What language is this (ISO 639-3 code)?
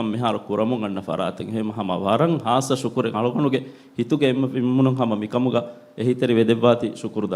div